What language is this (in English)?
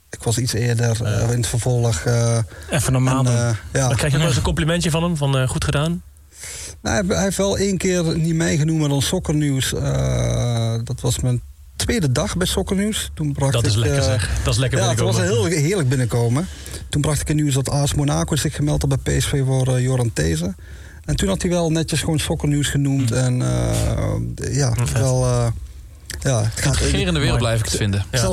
Dutch